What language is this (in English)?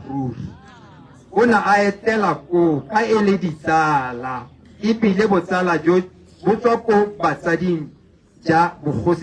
Tswana